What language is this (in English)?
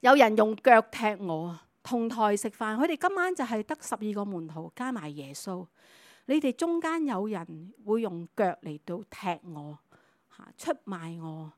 Cantonese